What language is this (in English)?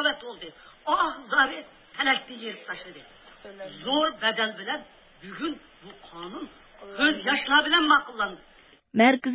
Uyghur